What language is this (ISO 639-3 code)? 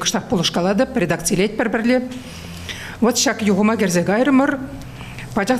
chv